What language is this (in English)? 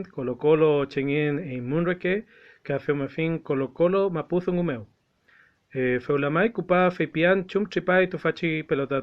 Mapuche